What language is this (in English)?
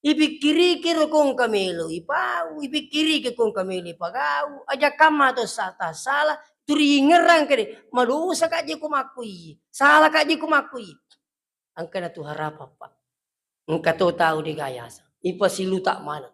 Buginese